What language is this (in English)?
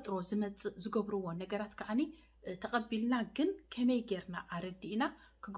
Tigrinya